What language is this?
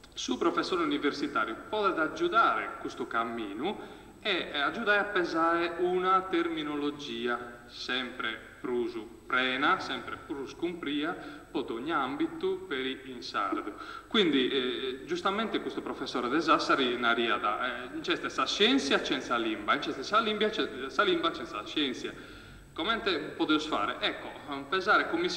Sardinian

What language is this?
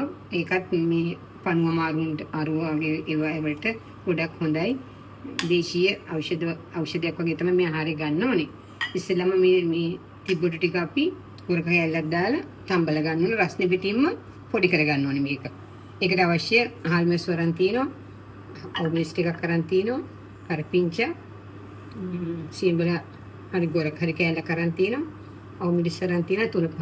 Sinhala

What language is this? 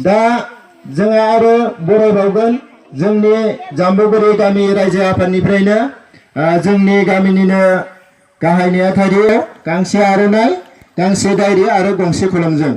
Bodo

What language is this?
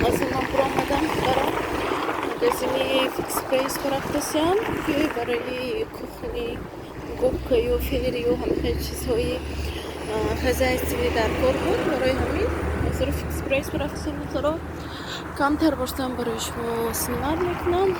Tajik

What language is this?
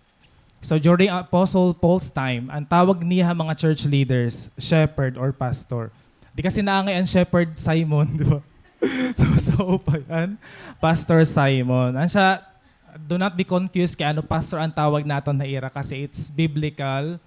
Waray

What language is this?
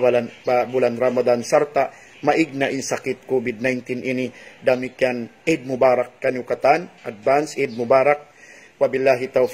Tausug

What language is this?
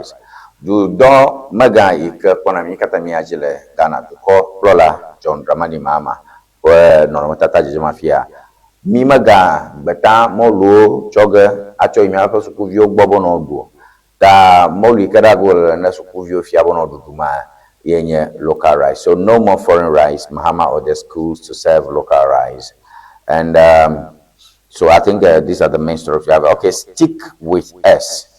Ewe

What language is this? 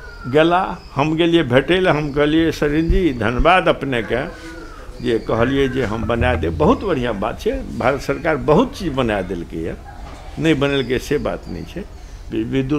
Maithili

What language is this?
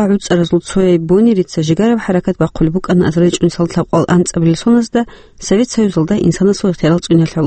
Avaric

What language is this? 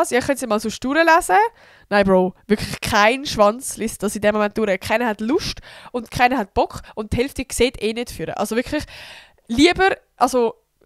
Swiss German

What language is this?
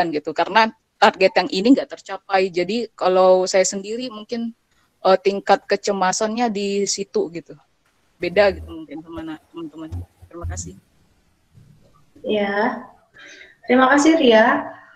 Indonesian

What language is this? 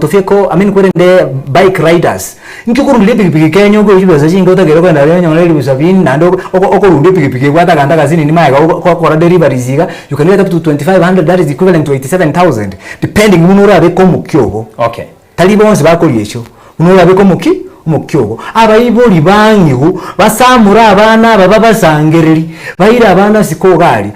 Gusii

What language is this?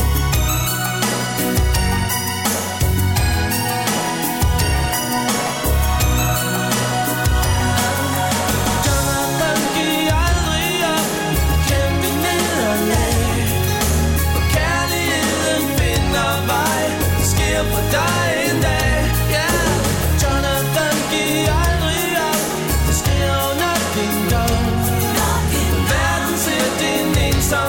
Danish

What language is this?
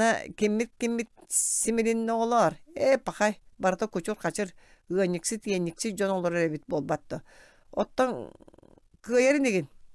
Yakut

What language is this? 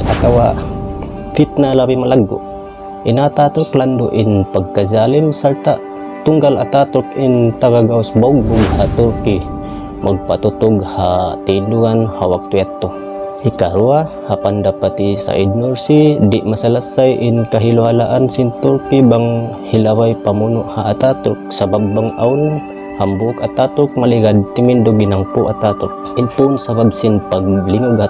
Tausug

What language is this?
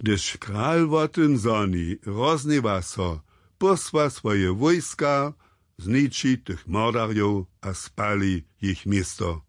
Upper Sorbian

